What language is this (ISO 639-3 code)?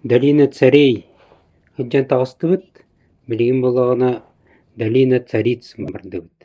sah